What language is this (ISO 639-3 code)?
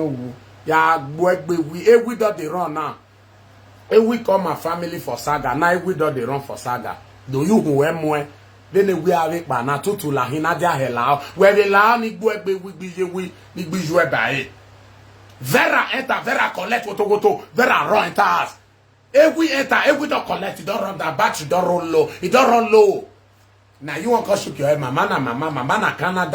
pcm